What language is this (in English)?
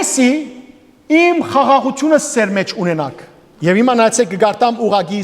Western Armenian